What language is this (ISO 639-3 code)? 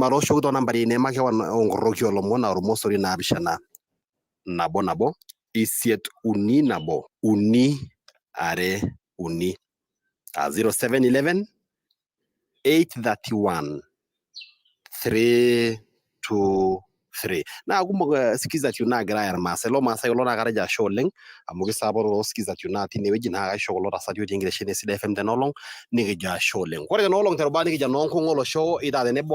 mas